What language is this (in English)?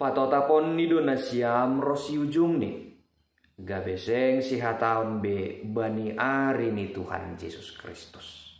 Batak Simalungun